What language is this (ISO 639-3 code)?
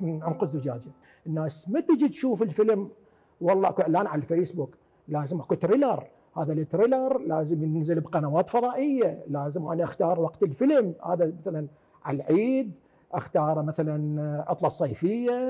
acm